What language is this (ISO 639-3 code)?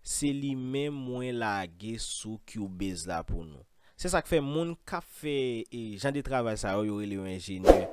hat